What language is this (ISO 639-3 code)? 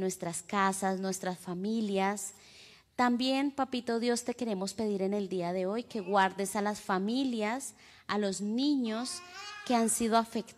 spa